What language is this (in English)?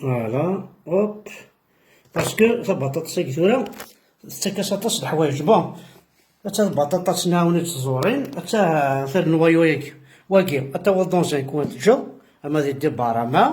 Kabyle